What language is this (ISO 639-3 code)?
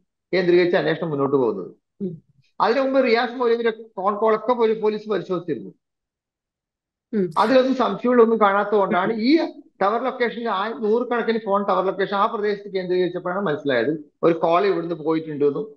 mal